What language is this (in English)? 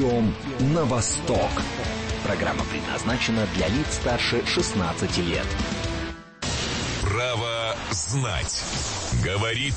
Russian